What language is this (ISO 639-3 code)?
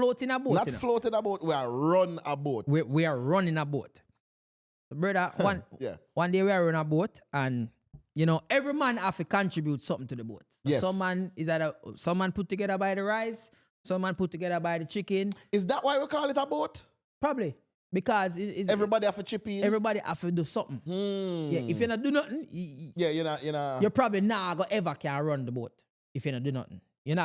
jam